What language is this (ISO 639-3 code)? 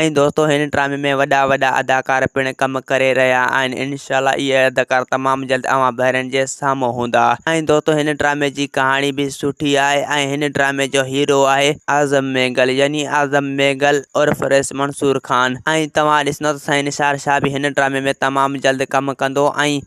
snd